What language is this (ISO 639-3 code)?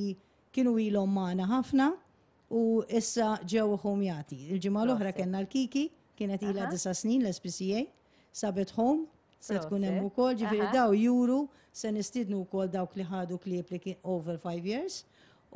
mlt